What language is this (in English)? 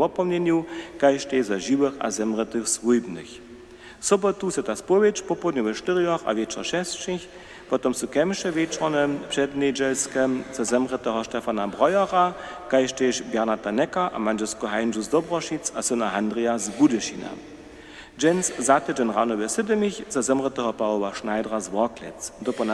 Upper Sorbian